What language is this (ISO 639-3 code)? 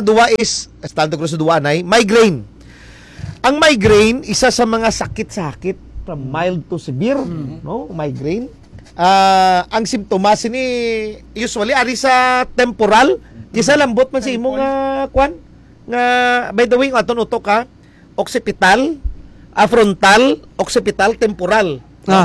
hil